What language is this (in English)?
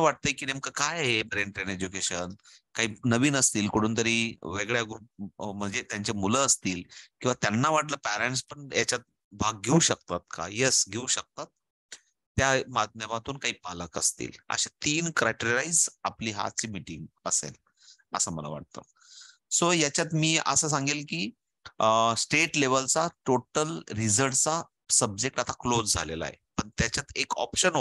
Marathi